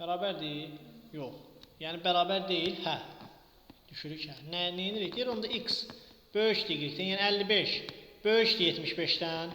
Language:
Azerbaijani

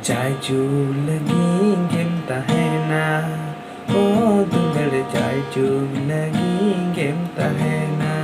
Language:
Santali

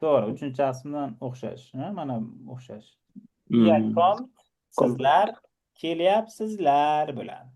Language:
Uzbek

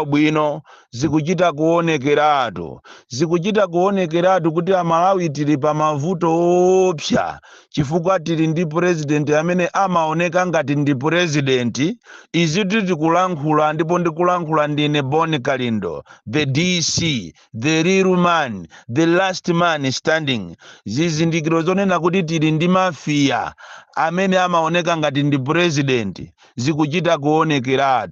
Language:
Nyanja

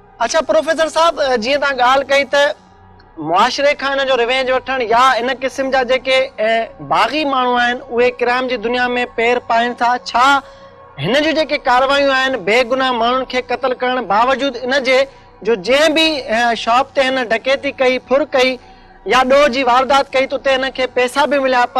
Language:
Sindhi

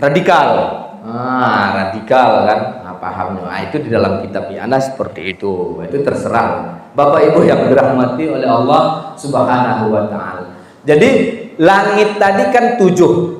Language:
Minangkabau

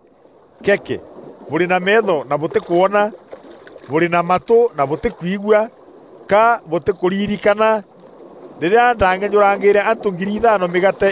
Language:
Meru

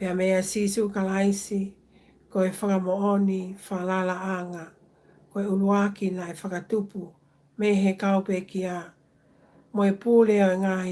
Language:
Tongan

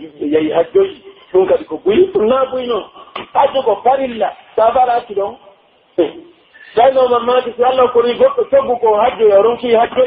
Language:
Pular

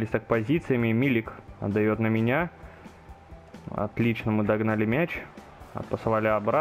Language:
Russian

